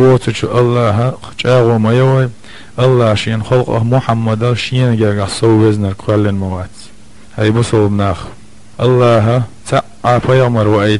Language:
Chechen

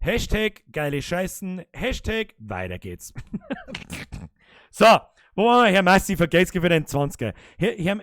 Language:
Bavarian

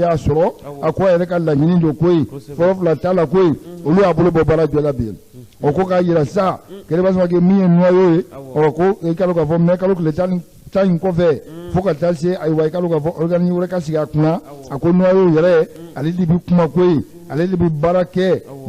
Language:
Bambara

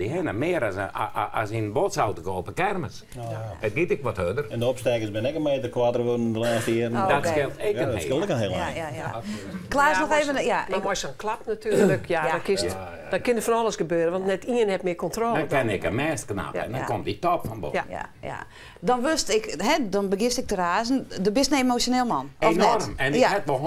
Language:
Western Frisian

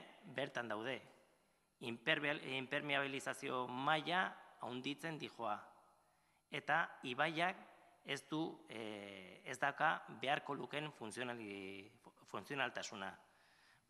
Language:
Basque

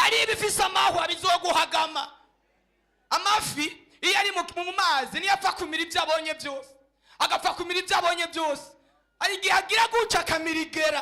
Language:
Rundi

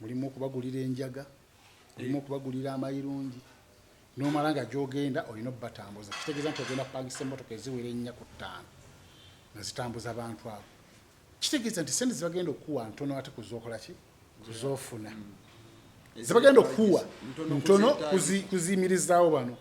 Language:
Ganda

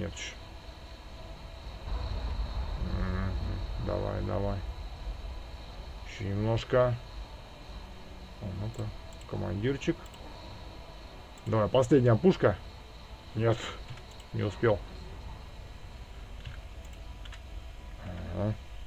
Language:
Russian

